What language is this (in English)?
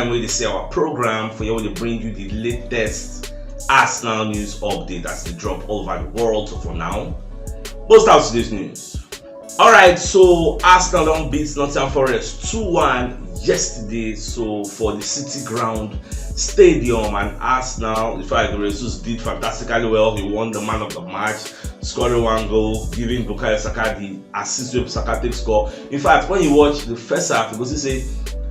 Nigerian Pidgin